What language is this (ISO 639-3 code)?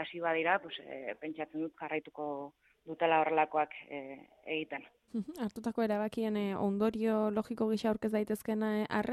eus